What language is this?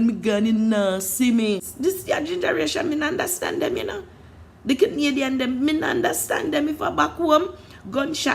Jamaican Creole English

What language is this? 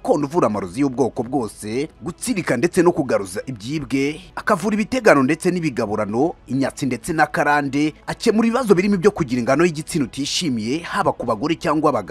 Kinyarwanda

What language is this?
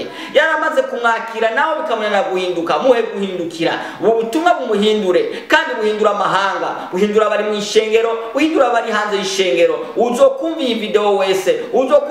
Rundi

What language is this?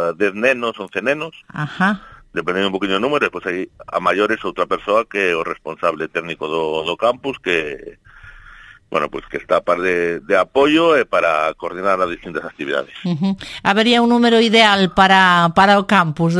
Galician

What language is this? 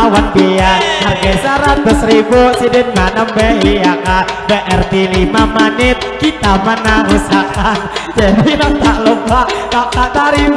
Banjar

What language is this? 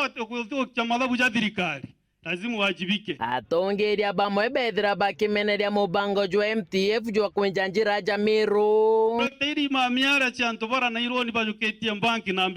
Meru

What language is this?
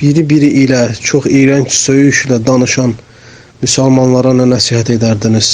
Azerbaijani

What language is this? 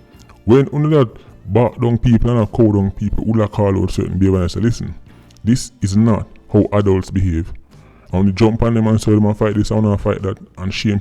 Jamaican Creole English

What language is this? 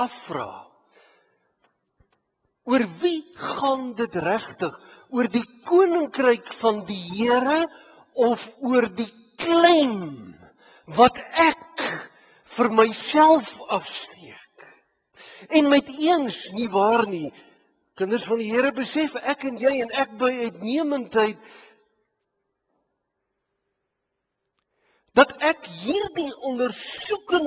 Afrikaans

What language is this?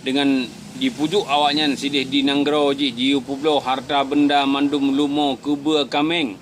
Achinese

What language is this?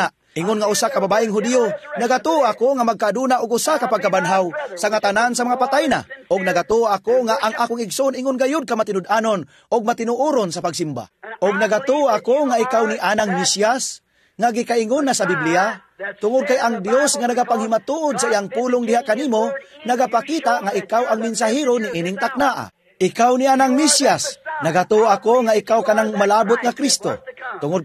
Cebuano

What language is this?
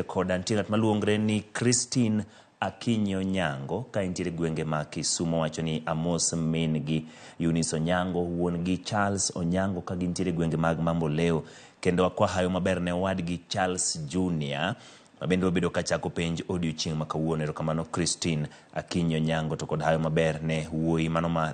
Luo (Kenya and Tanzania)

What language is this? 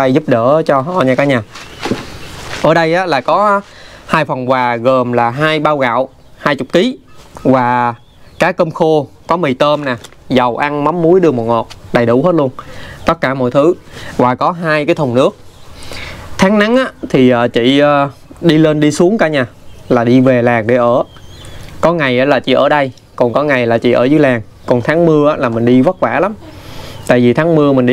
Vietnamese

